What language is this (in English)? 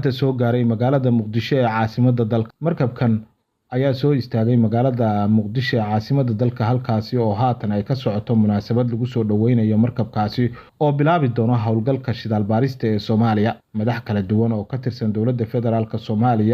Somali